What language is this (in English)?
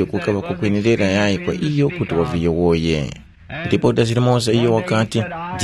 Tumbuka